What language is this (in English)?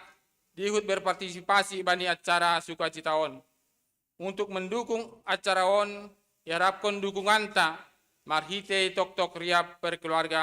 Batak Simalungun